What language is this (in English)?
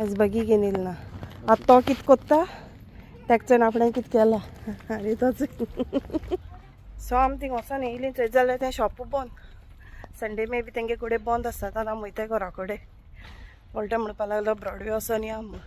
Konkani